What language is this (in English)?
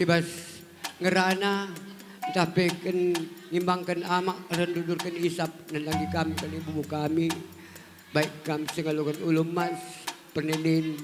Batak Karo